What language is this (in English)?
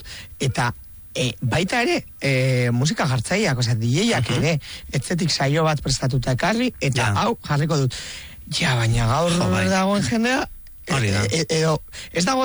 Basque